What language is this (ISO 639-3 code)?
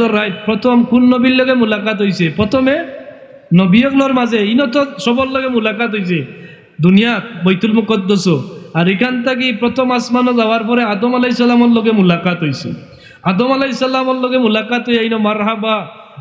syl